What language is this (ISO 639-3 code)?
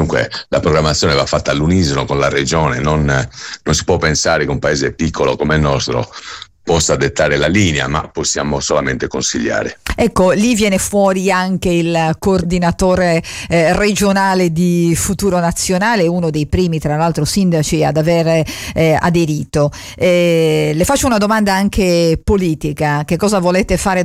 ita